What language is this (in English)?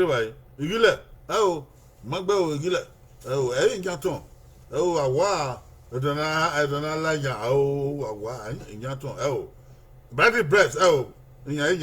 Bini